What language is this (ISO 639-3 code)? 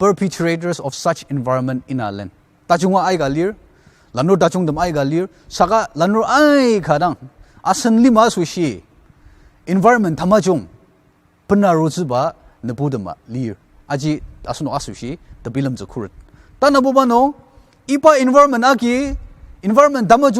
njo